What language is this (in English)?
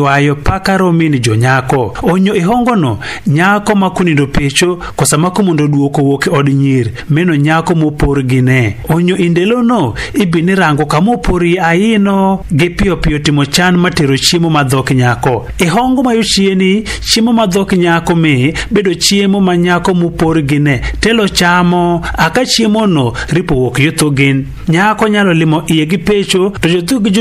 Adhola